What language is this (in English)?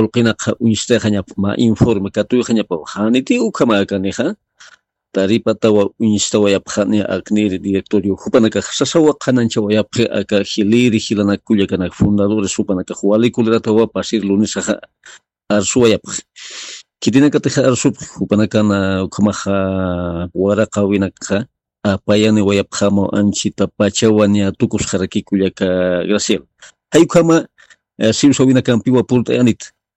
Aymara